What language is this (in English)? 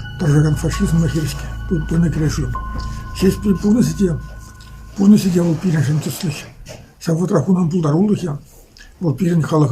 Chuvash